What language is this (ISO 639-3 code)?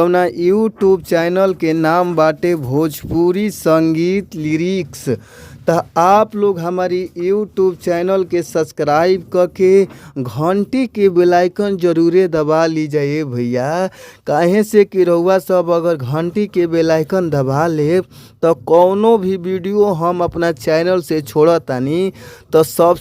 bho